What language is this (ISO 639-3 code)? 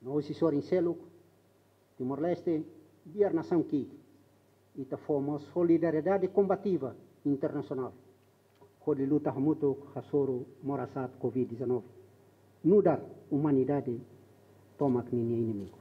tet